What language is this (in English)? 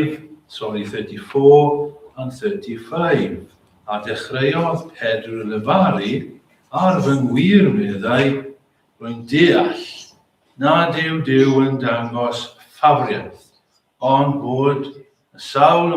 Welsh